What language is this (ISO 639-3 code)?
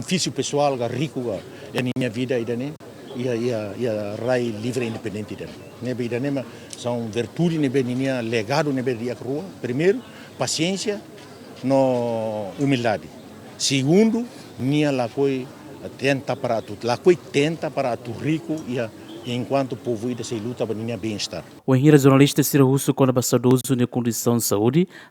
tet